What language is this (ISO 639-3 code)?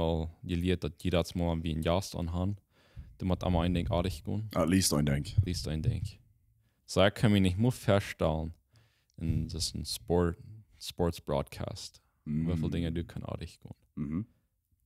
pdt